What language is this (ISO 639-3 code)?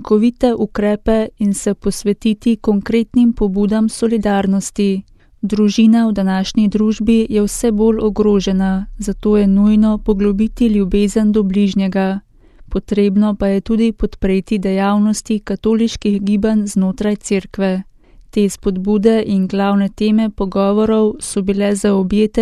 slv